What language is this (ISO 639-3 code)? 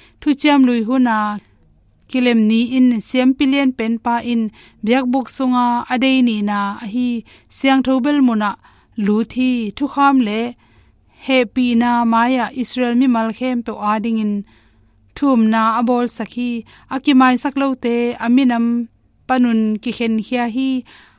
ctd